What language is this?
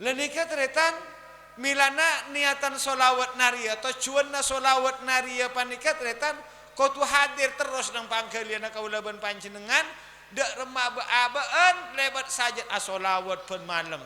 Madurese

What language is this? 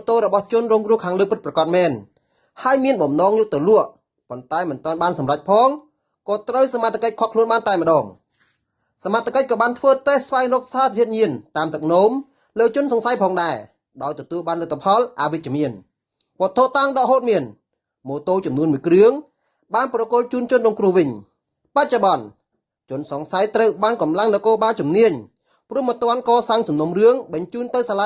Khmer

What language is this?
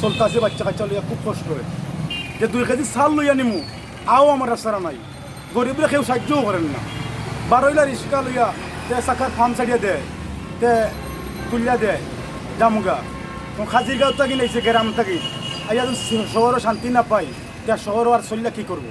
Sylheti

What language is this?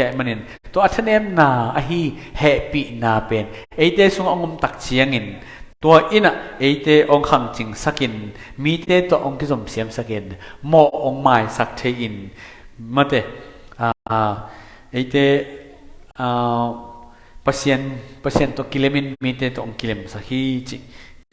Tedim Chin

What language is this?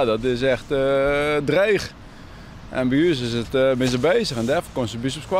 Western Frisian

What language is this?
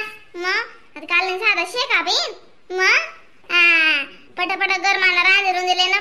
Khandesi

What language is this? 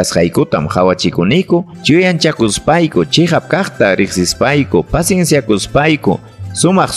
Ayacucho Quechua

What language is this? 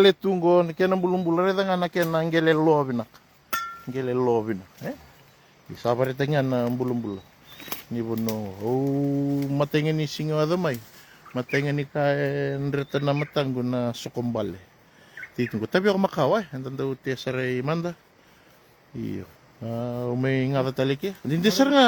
Fijian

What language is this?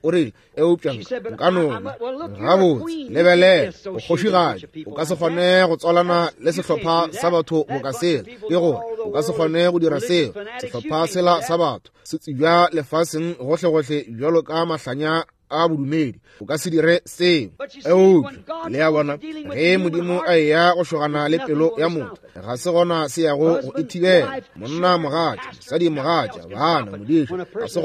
Northern Sotho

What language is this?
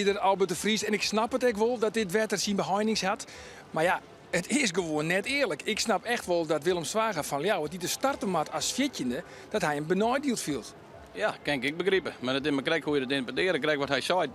Western Frisian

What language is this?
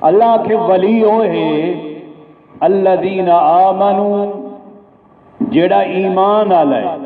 Saraiki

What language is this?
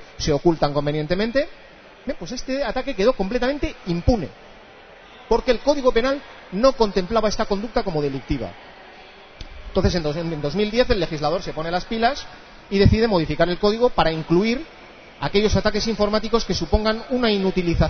Spanish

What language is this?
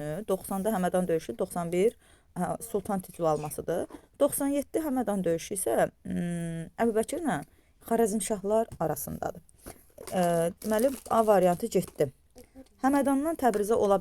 Azerbaijani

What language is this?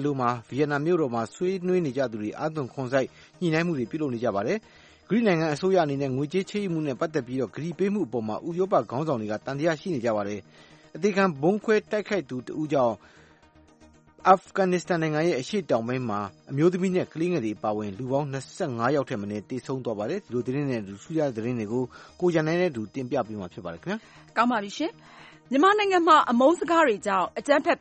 Burmese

